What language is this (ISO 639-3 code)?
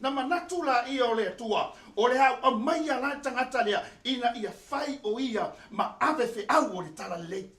smo